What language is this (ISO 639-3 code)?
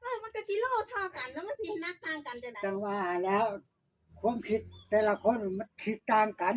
tts